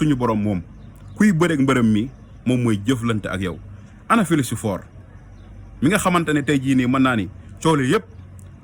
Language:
Wolof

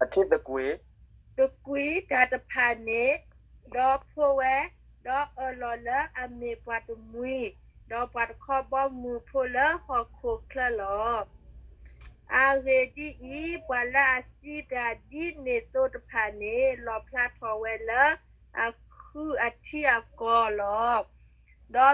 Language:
S'gaw Karen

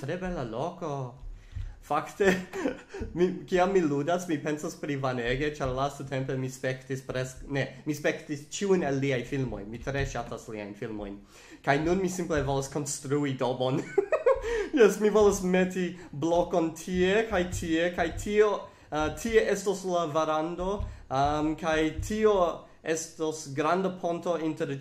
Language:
Esperanto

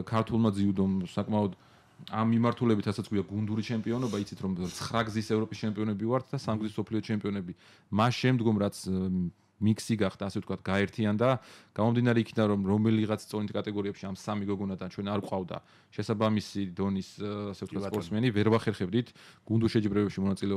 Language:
Georgian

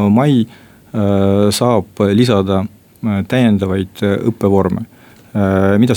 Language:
Estonian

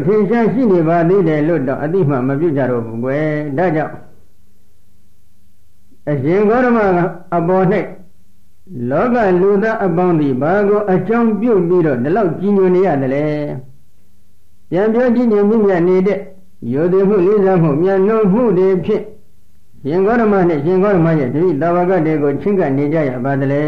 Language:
Burmese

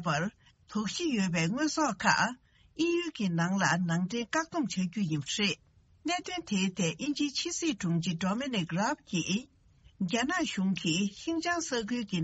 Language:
Tibetan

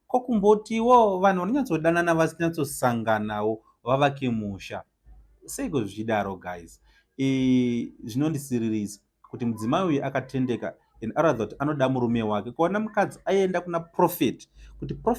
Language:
Shona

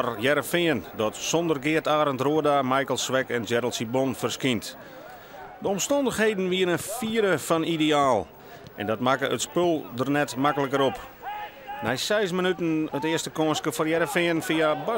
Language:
Western Frisian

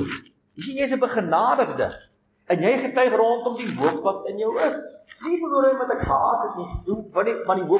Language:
Afrikaans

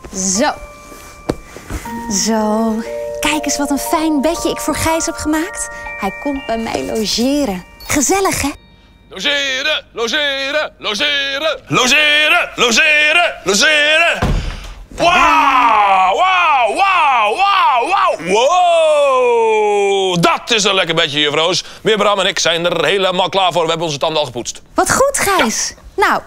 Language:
Dutch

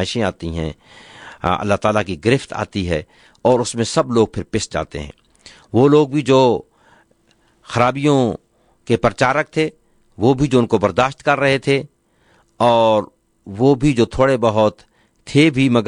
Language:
Urdu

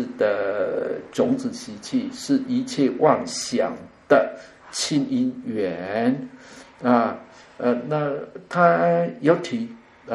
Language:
Chinese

